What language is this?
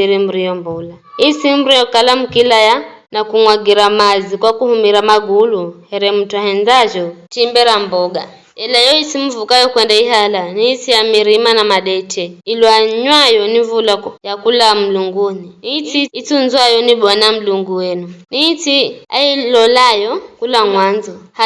Giryama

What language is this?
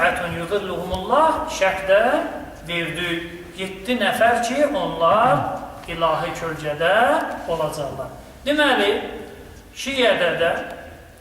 Azerbaijani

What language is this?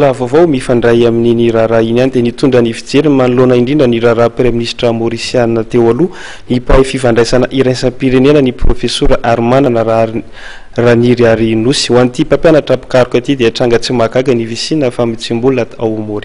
Malagasy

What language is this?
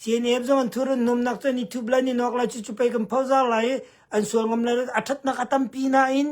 Hakha Chin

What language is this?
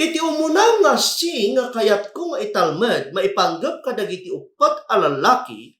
Iloko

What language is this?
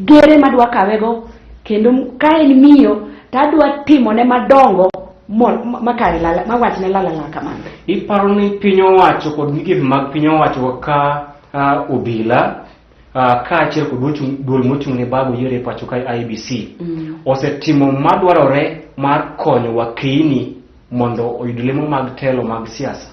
Luo (Kenya and Tanzania)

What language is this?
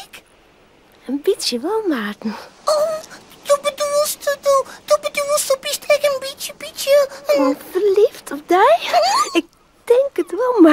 Western Frisian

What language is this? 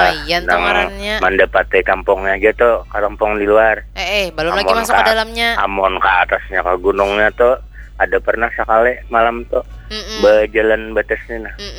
Banjar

